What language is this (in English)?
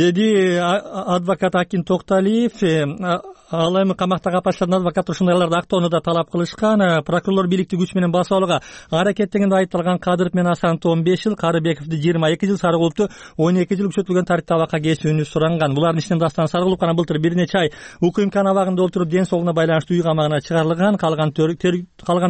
Kyrgyz